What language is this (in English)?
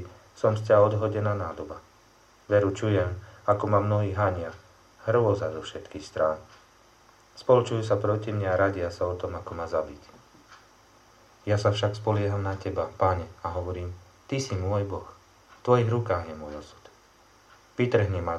Slovak